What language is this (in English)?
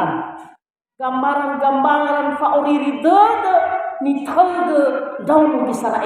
Nias